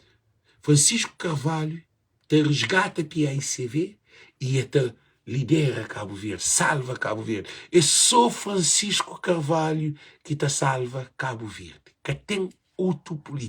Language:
Kabuverdianu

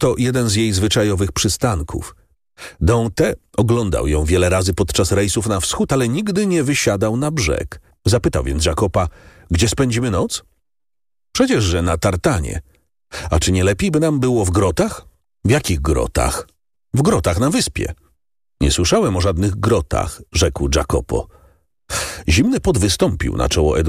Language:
Polish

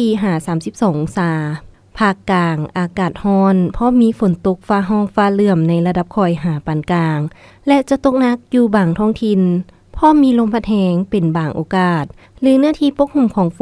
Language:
Lao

